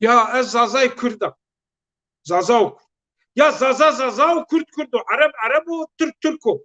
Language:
Zaza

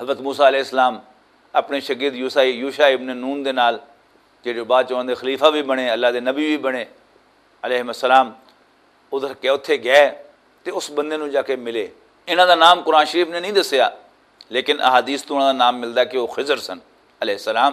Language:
Western Panjabi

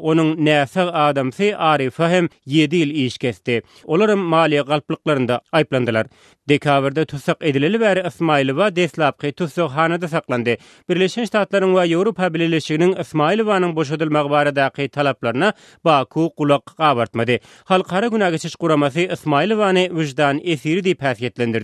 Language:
Turkmen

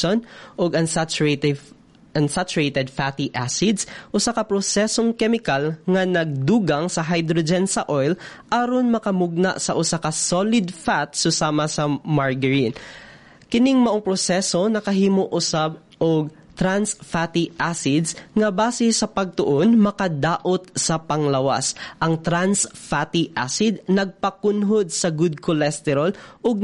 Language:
Cebuano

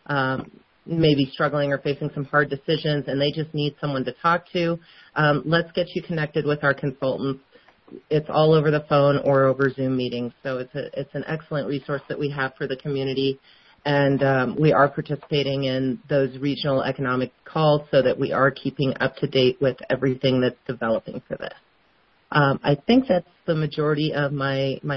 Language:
English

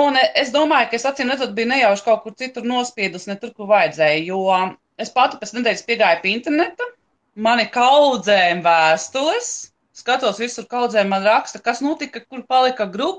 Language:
Latvian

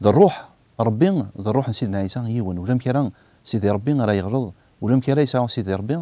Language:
Kabyle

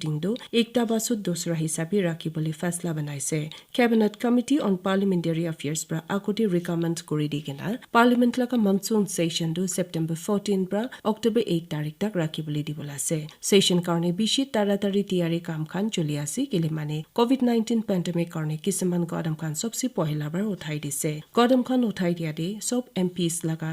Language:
Naga Pidgin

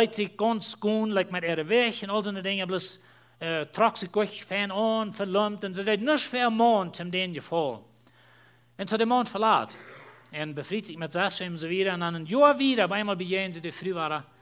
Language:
Plautdietsch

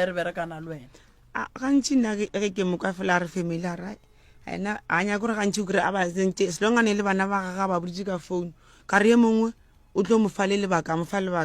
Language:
Northern Sotho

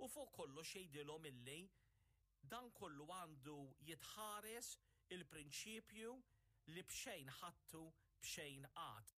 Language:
Maltese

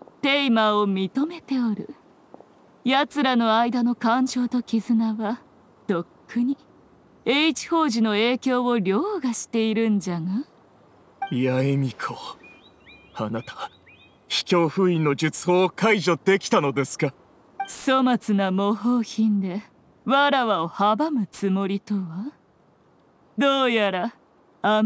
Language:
Japanese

